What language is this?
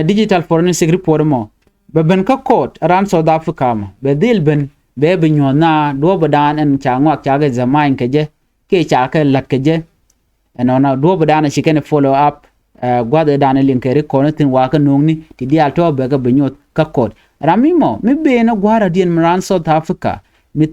Nuer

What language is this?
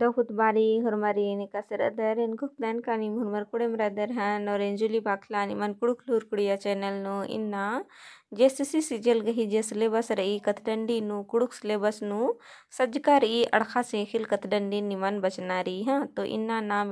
Kurukh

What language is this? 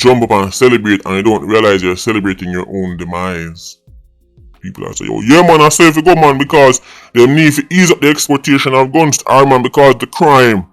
Jamaican Creole English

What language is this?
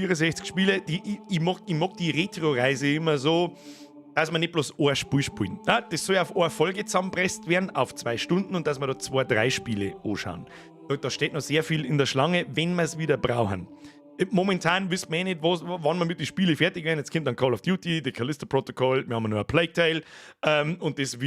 Bavarian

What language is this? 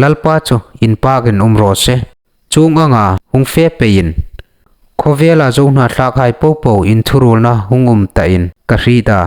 Hmar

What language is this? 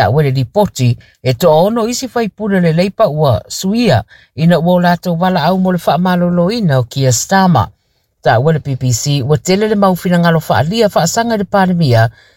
Samoan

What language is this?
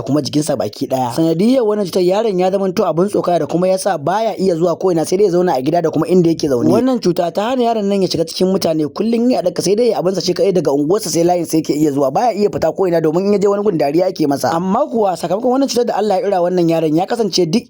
Hausa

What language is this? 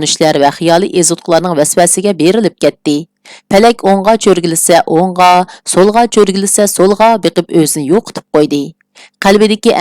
Uyghur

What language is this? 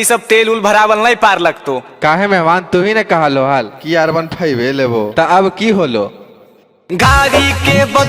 Magahi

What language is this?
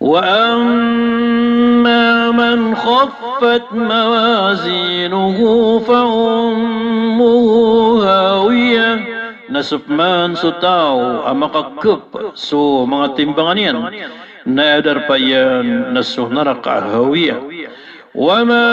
Maranao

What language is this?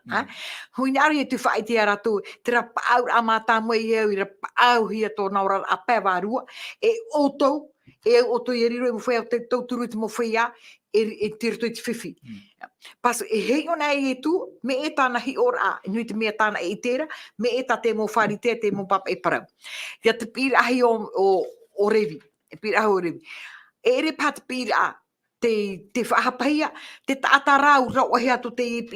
Tahitian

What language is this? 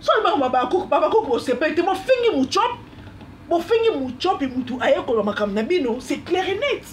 Lingala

